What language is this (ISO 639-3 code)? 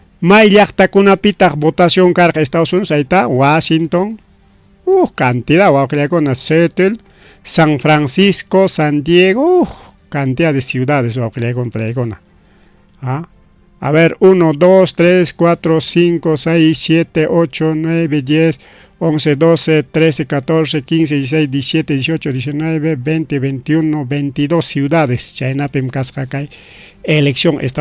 quy